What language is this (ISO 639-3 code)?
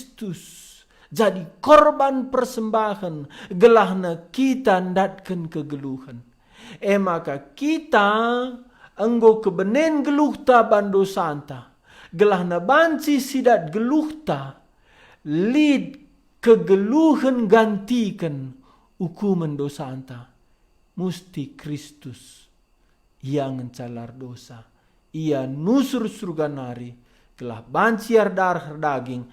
btx